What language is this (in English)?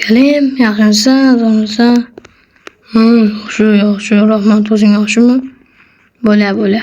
Uzbek